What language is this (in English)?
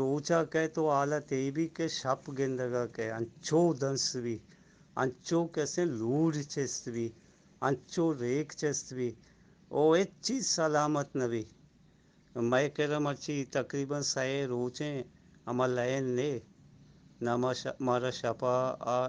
Eastern Balochi